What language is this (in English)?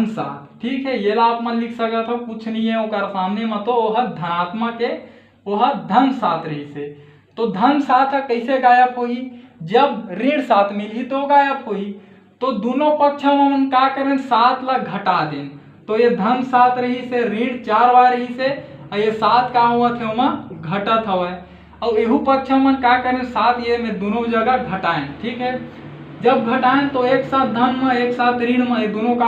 Chhattisgarhi